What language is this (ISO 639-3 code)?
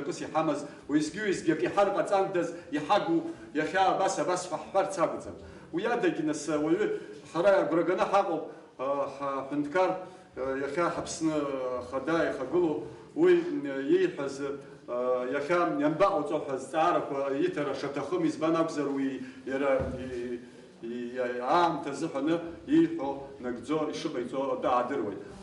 abk